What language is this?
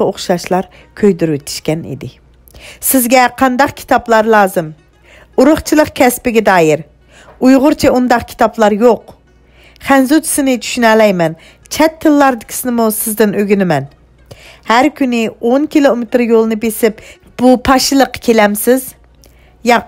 Uyghur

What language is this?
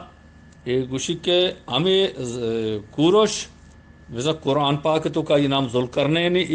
Eastern Balochi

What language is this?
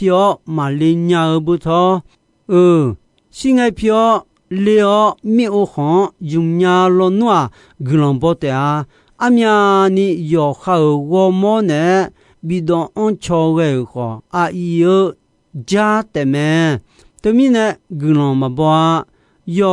Akha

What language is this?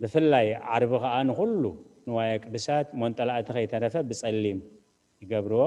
Tigrinya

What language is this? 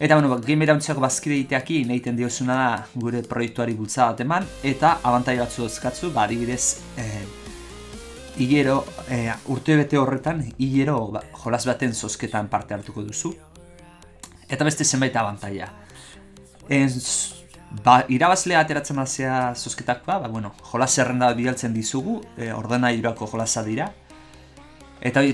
Basque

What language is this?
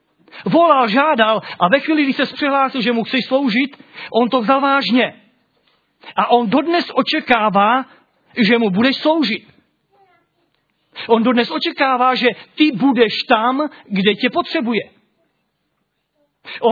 Czech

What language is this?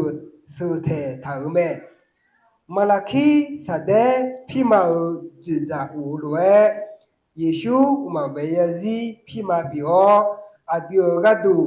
Akha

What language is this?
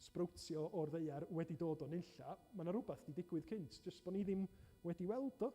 Welsh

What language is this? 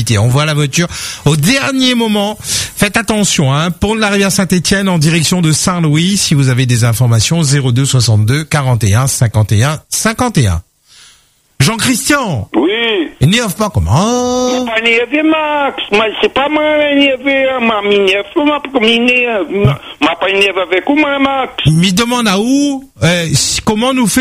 French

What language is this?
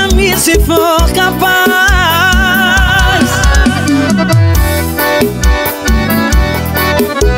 Portuguese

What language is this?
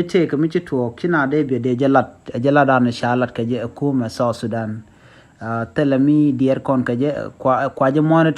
Nuer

